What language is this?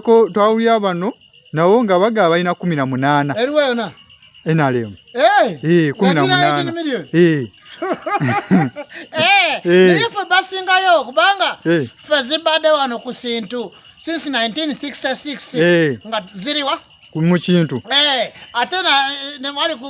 Ganda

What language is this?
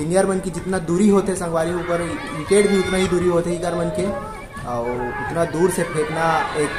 Chhattisgarhi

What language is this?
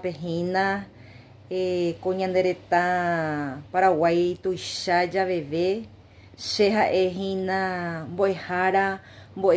Guarani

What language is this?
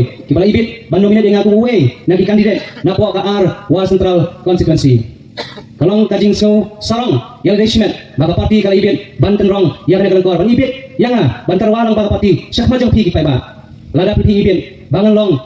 Khasi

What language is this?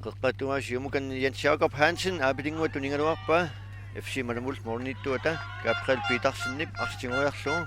Kalaallisut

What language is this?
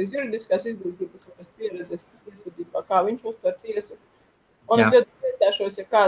Latvian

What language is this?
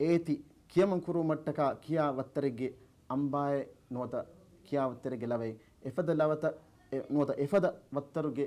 Divehi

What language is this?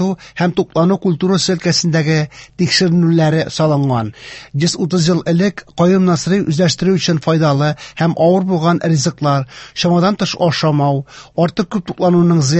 Tatar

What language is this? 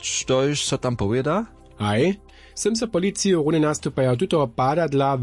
Upper Sorbian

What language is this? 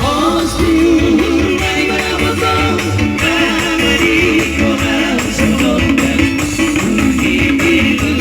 Batak Toba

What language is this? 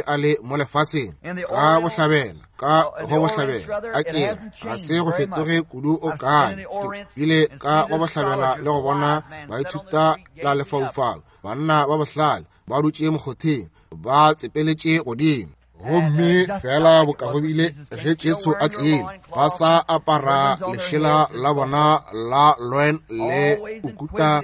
Northern Sotho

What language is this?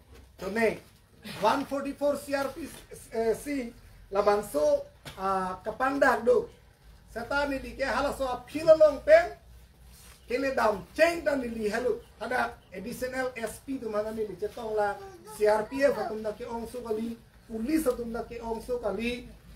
Karbi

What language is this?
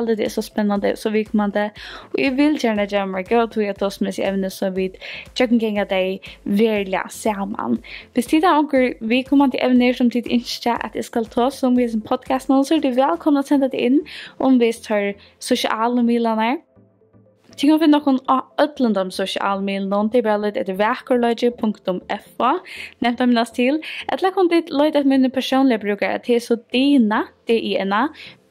Faroese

